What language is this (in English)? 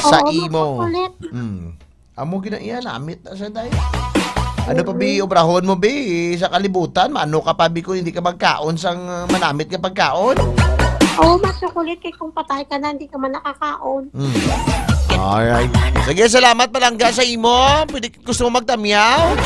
Hiligaynon